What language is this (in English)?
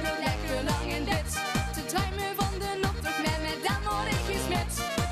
Limburgish